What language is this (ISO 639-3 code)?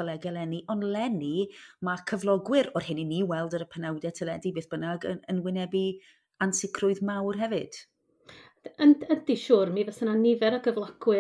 cym